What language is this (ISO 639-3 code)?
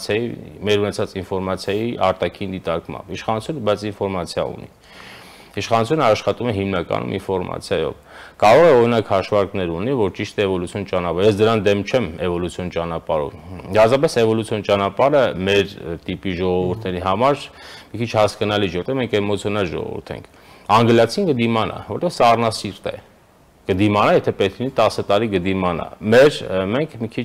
hye